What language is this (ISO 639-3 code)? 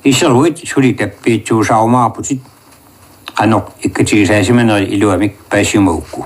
kal